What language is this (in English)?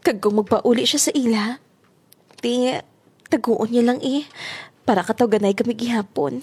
Hiligaynon